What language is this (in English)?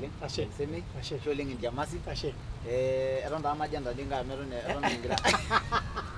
Masai